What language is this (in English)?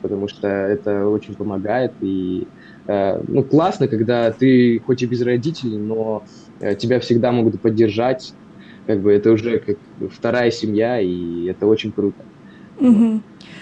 Russian